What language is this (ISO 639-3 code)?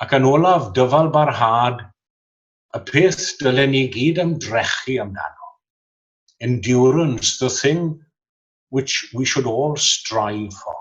cym